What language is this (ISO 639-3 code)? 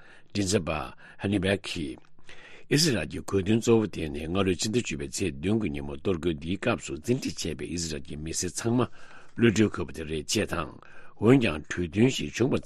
bod